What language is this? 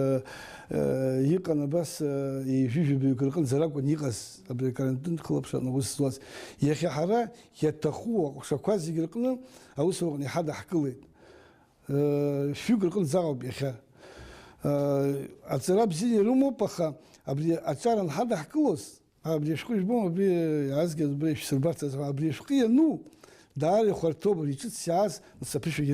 Abkhazian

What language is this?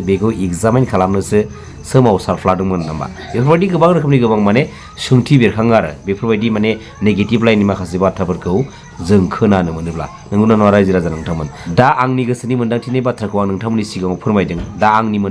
Bodo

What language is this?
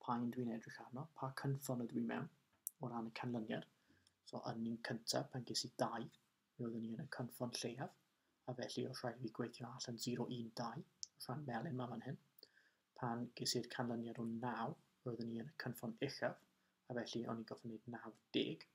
Welsh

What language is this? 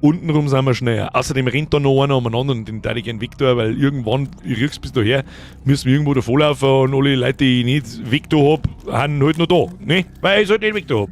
Bavarian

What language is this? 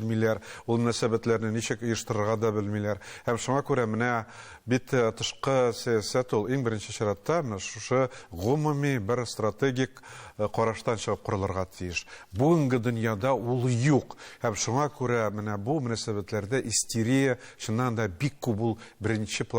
Tatar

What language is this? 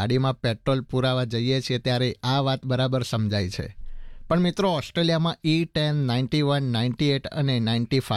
Gujarati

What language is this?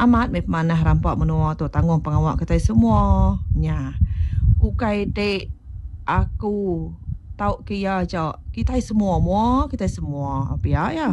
Iban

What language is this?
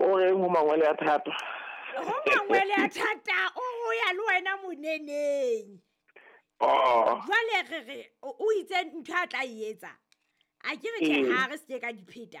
Southern Sotho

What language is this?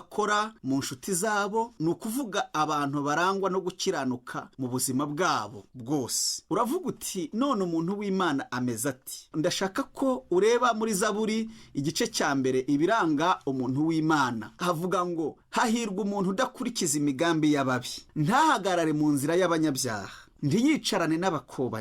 Kinyarwanda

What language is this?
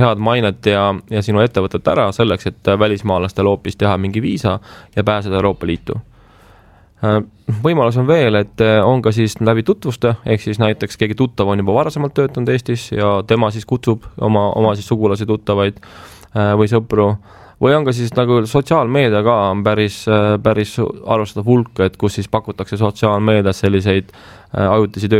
Estonian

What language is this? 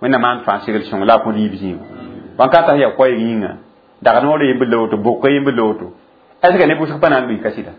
Mossi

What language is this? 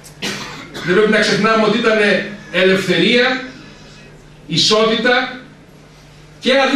Greek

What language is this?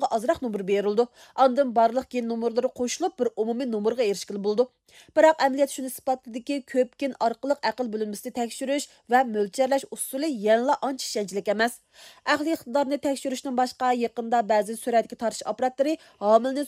Uyghur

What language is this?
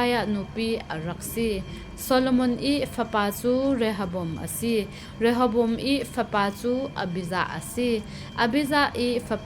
Falam Chin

